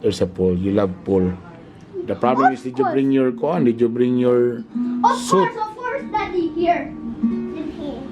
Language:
Cebuano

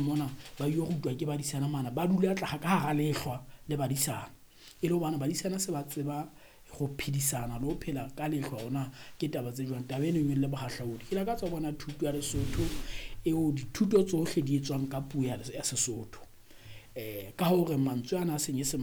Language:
Southern Sotho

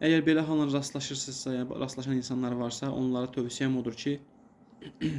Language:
Azerbaijani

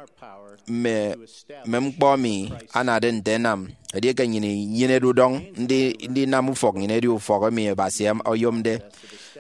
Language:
Efik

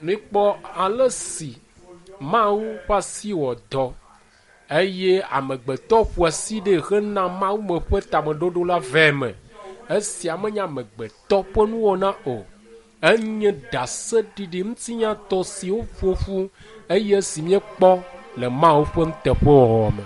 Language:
Ewe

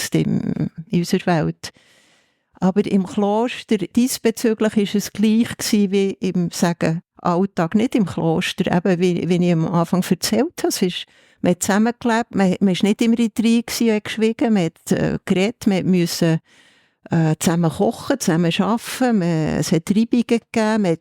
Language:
Swiss German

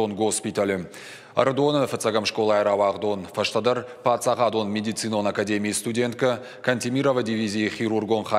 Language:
Ossetic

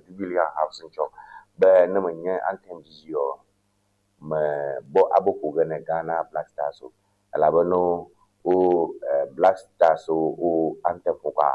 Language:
Ewe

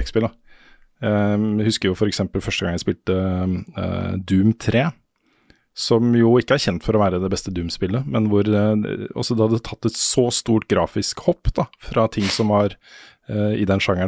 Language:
Norwegian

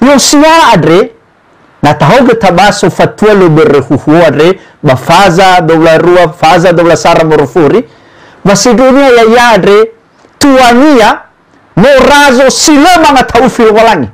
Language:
Nias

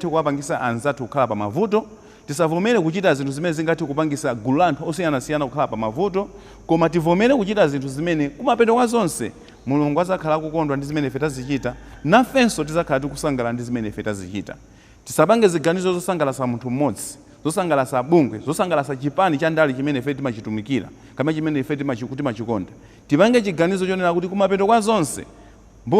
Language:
Nyanja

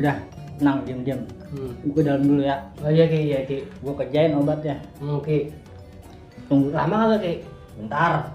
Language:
Betawi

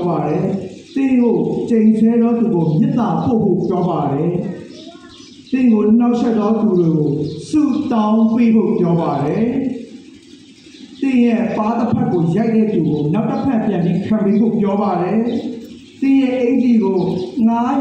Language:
Burmese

